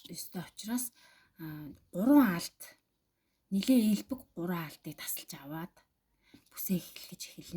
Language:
Mongolian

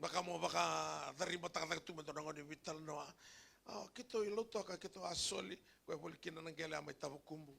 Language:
Fijian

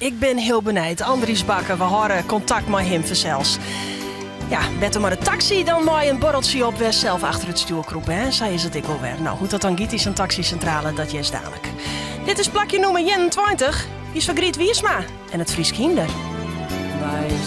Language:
Western Frisian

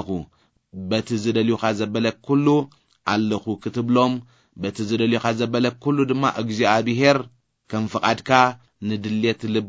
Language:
Tigrinya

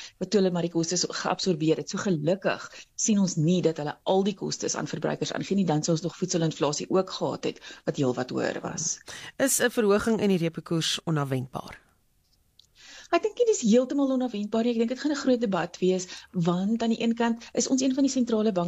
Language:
Afrikaans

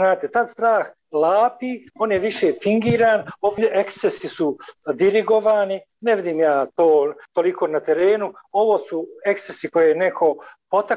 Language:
Bosnian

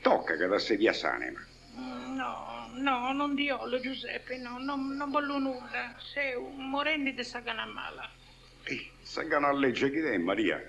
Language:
Sardinian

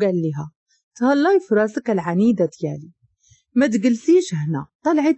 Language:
Moroccan Arabic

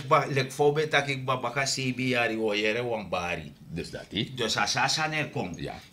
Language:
Sranan Tongo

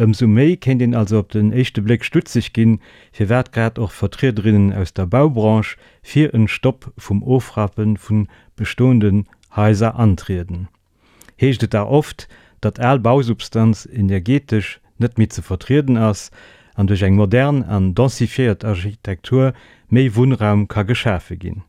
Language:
Luxembourgish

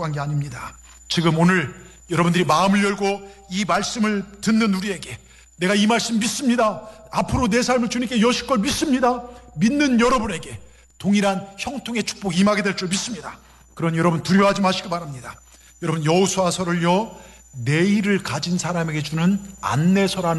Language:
Korean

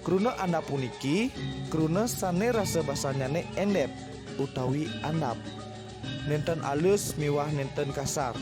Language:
Balinese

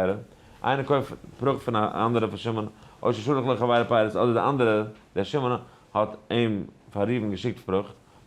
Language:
Yiddish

